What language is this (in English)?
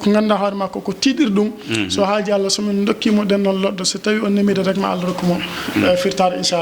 Fula